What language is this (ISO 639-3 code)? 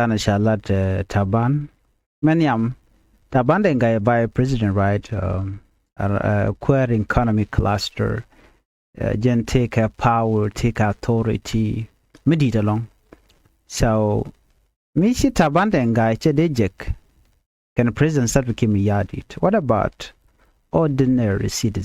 nus